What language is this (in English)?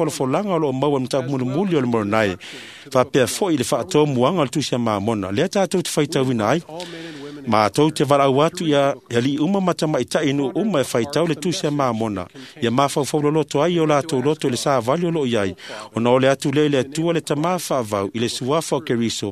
Samoan